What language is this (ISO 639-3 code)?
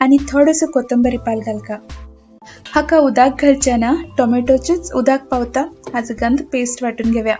kok